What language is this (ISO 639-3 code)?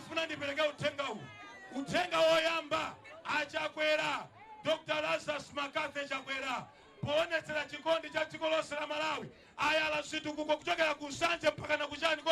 nya